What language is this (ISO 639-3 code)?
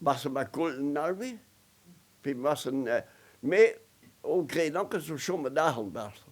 bre